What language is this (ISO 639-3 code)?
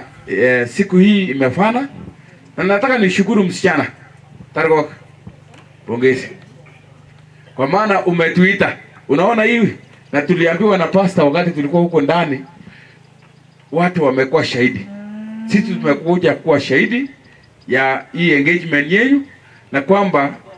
swa